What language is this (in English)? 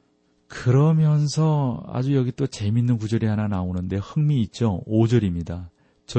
Korean